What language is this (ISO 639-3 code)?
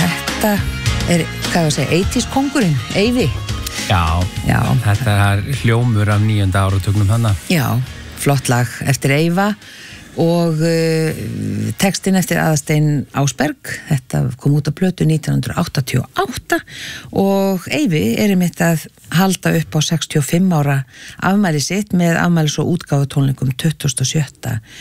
isl